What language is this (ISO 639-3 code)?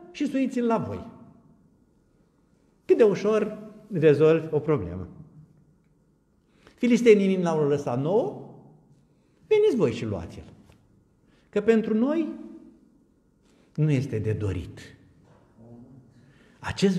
ron